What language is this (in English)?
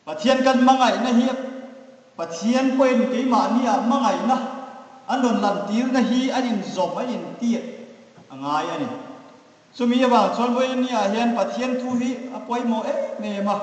Hmar